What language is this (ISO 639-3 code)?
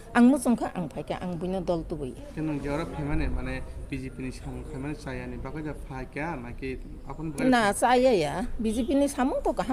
trp